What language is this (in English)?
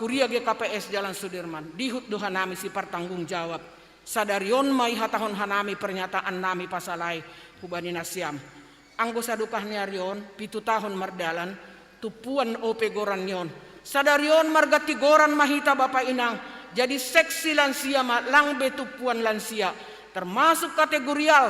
Batak Simalungun